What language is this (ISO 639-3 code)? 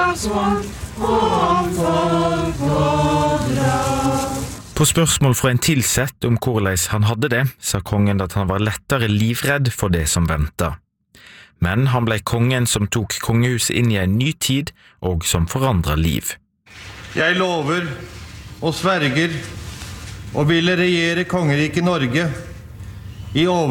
nor